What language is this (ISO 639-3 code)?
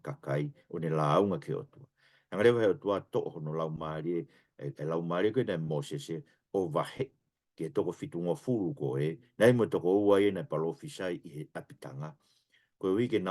ton